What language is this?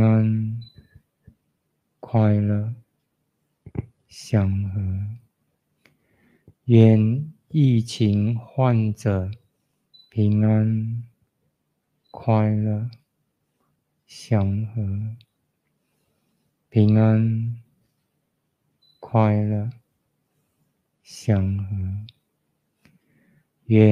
Chinese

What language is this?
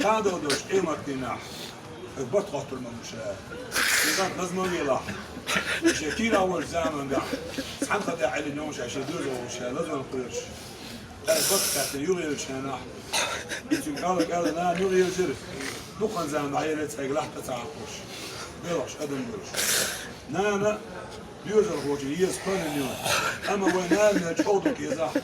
Chechen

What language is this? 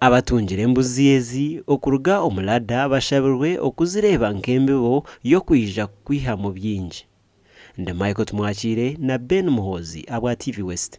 Nyankole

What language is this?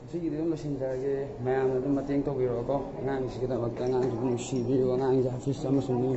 Manipuri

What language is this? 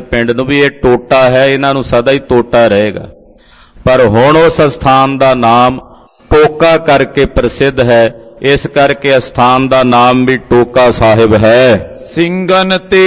Punjabi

